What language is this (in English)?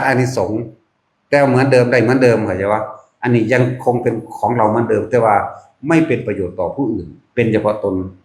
Northeastern Thai